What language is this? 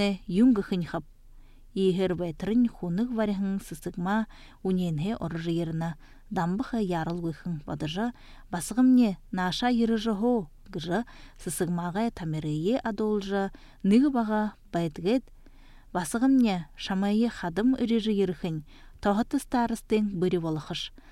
Buriat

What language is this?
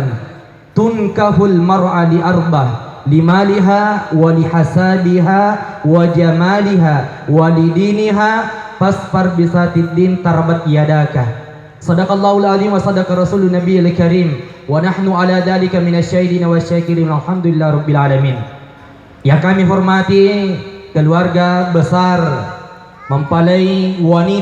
Buginese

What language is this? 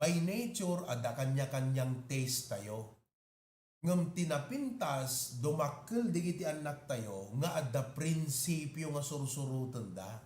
Iloko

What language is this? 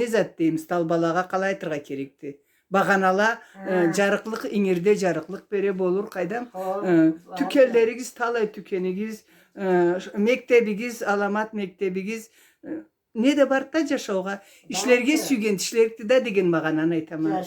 Karachay-Balkar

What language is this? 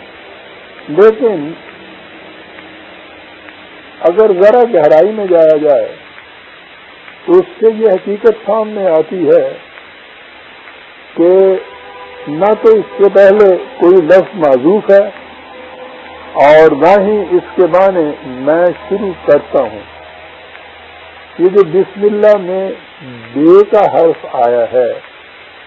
Urdu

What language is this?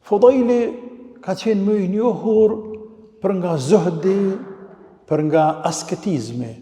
Albanian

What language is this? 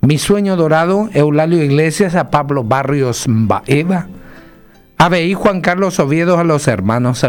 Guarani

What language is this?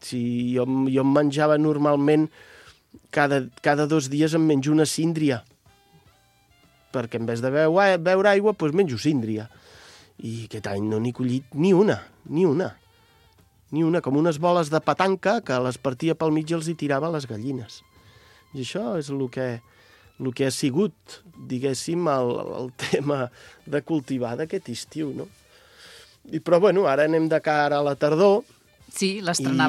Catalan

